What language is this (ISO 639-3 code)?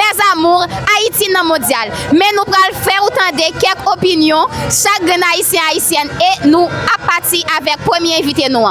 hat